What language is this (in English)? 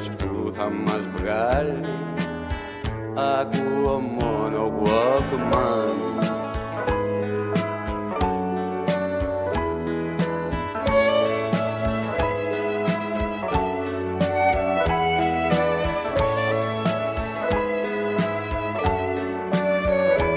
Greek